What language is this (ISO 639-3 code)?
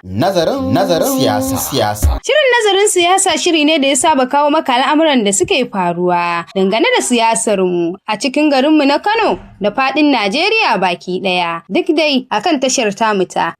hau